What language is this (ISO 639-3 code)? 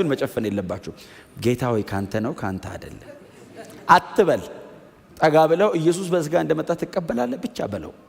amh